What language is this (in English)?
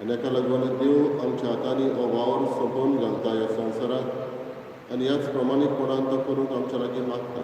Konkani